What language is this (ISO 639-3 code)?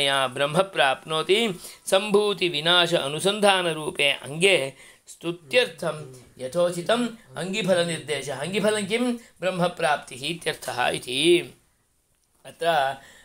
san